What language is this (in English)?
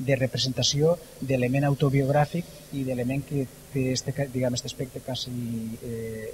Catalan